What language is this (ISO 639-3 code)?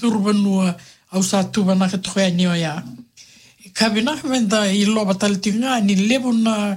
fij